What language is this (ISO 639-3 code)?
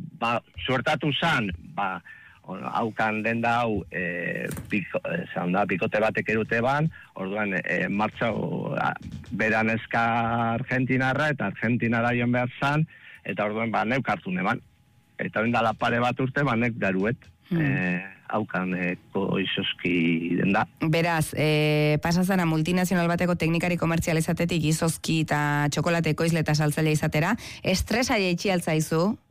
eus